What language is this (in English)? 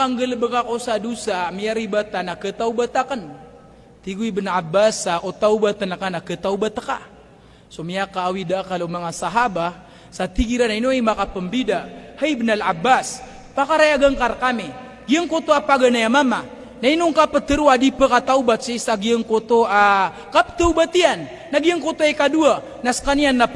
Maranao